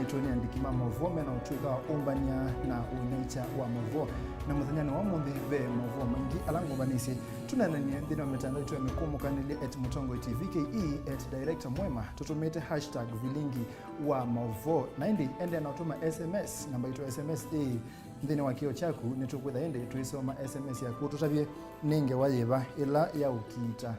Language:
Kamba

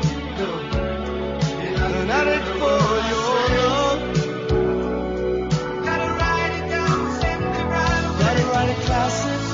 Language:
Portuguese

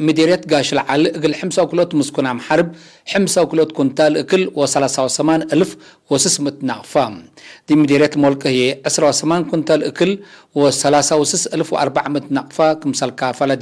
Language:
Tigre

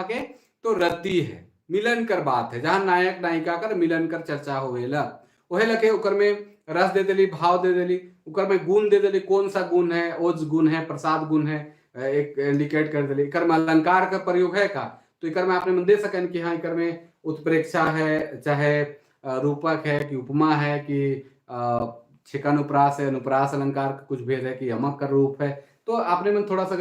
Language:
Sadri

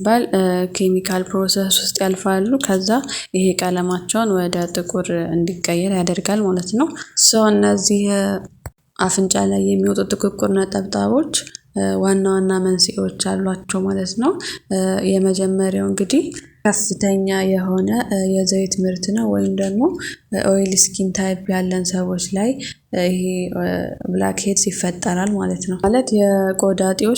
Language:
Amharic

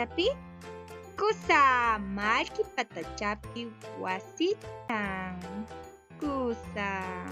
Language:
Quechua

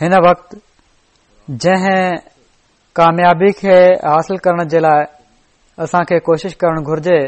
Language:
Sindhi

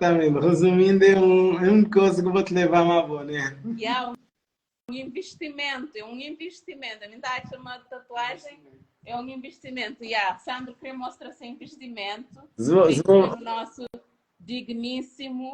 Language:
Kabuverdianu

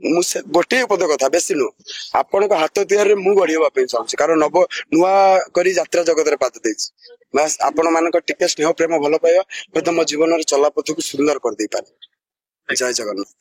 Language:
Odia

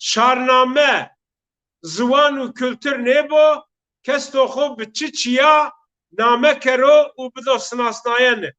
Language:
Zaza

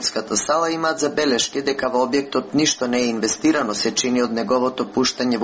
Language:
Macedonian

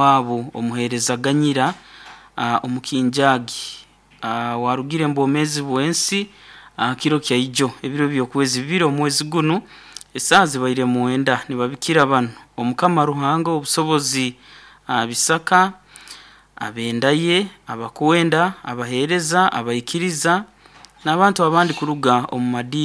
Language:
Nyoro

